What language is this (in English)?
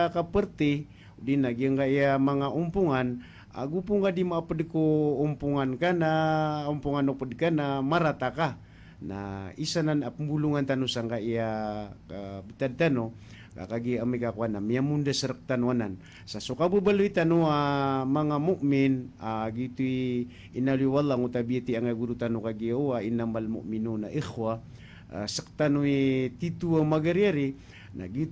Maranao